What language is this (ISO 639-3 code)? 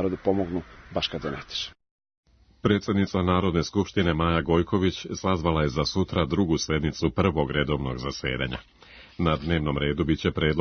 srp